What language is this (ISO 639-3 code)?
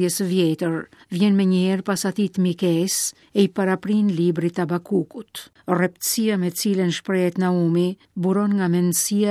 sqi